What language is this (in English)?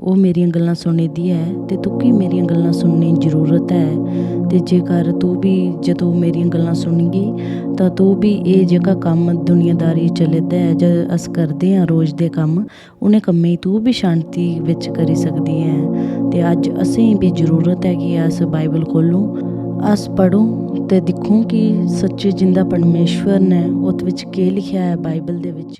Dogri